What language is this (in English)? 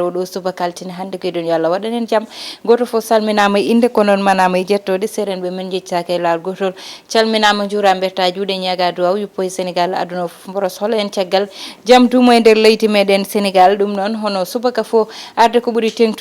Fula